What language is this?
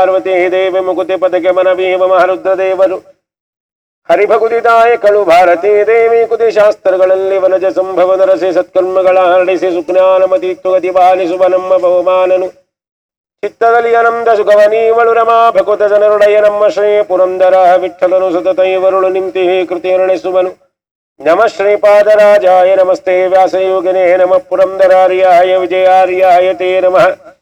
Kannada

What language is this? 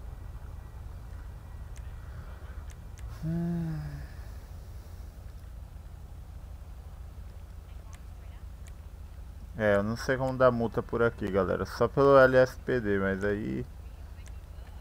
Portuguese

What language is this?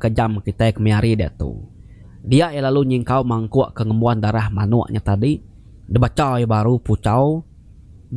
Iban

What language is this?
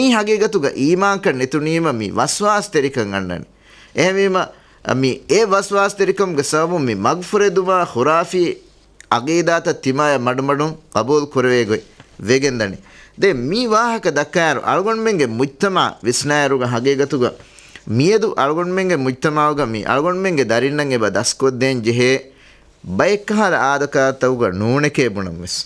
Divehi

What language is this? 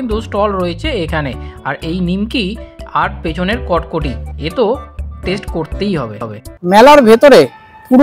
Bangla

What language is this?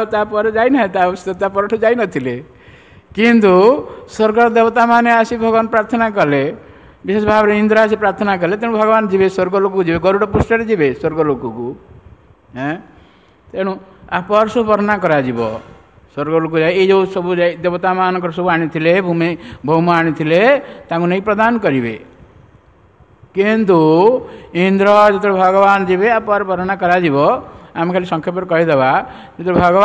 Odia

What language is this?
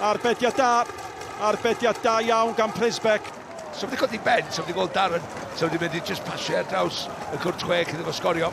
Welsh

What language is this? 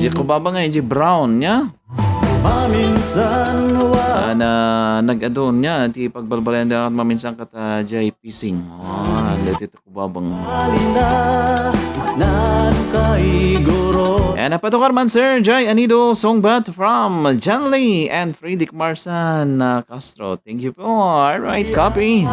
Iloko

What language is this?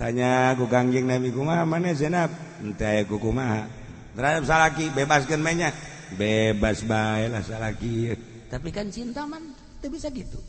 Sundanese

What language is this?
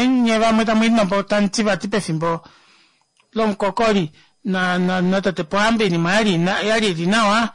Kuanyama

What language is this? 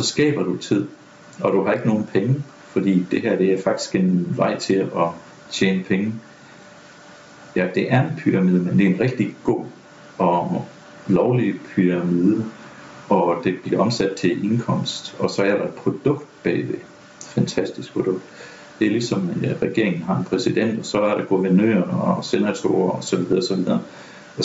Danish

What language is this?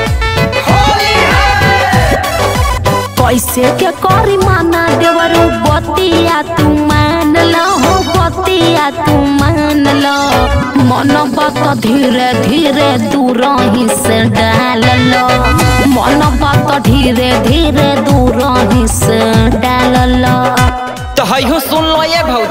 Bhojpuri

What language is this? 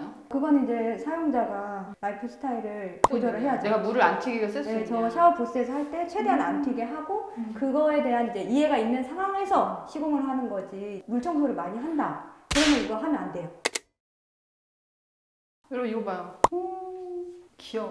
Korean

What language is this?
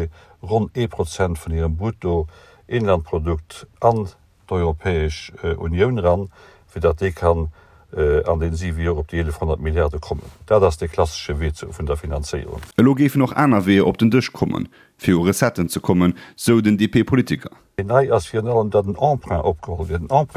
Luxembourgish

